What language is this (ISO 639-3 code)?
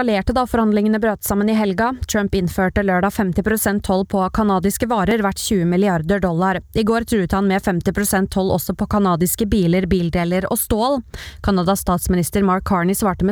nor